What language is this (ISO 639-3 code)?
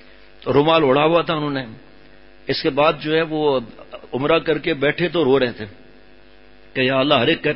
urd